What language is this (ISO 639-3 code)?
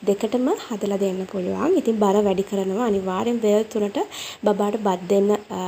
sin